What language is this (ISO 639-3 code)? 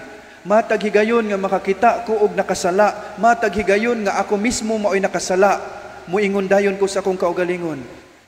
ceb